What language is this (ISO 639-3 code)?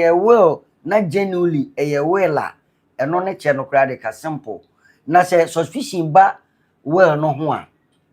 aka